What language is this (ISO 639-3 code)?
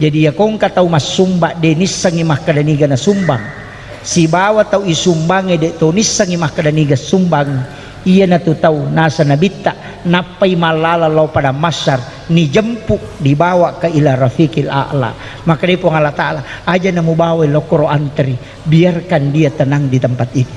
bug